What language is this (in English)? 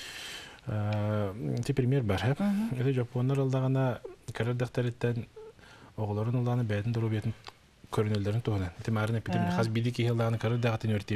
Yakut